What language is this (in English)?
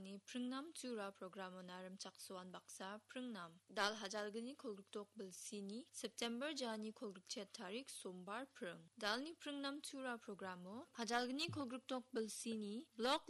Garo